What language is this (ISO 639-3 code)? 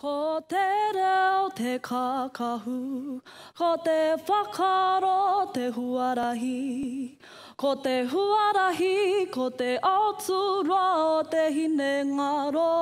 mri